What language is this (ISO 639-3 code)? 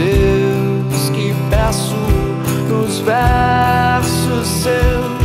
por